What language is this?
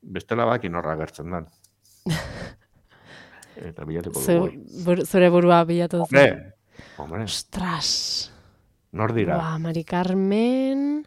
Basque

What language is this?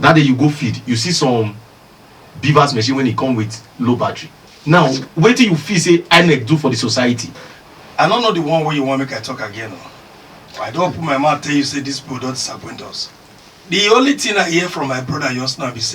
Nigerian Pidgin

